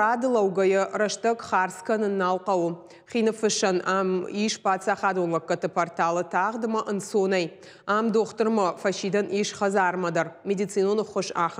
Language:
Ossetic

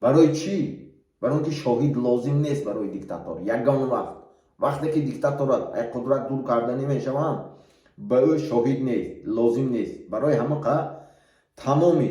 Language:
Tajik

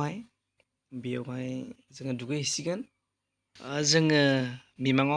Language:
Bodo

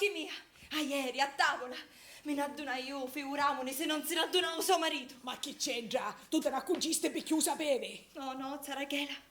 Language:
Sicilian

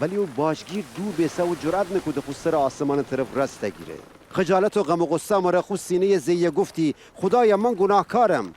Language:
Gilaki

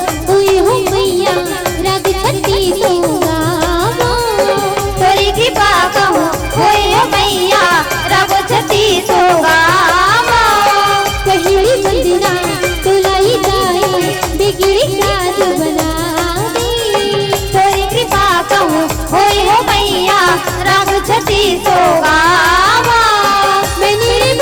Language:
Chhattisgarhi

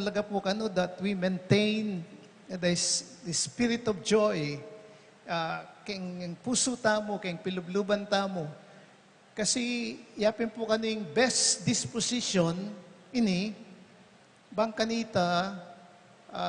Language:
Pampanga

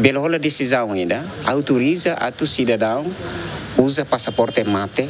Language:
Tetum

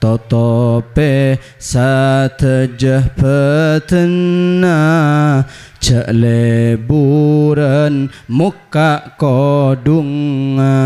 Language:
Madurese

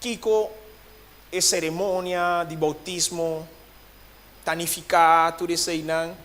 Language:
Papiamento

